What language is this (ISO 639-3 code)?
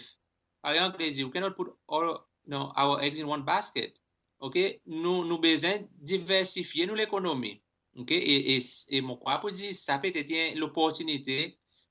crs